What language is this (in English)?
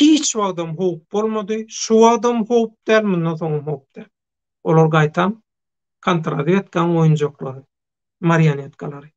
Turkmen